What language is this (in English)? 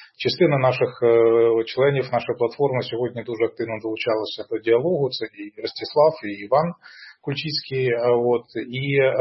Ukrainian